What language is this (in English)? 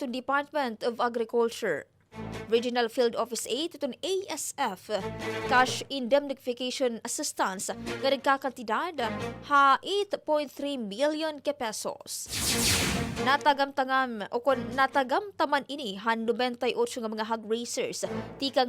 Waray